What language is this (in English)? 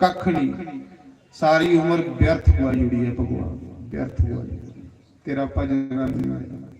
Dogri